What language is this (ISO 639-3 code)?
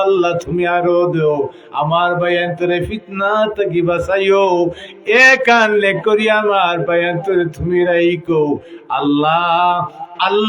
syl